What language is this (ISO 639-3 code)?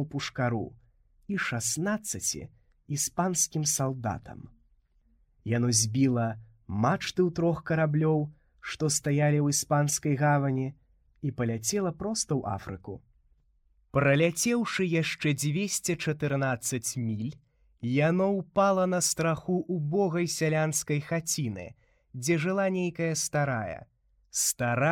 bel